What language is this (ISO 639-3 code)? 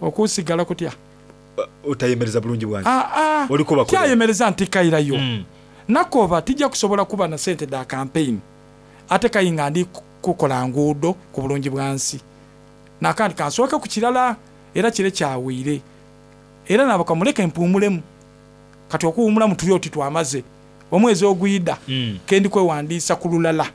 xog